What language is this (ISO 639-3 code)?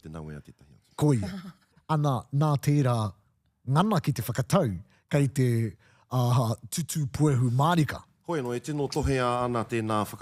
mri